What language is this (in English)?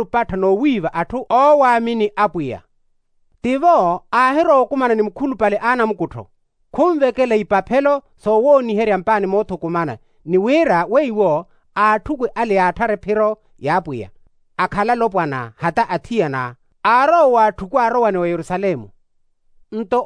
Makhuwa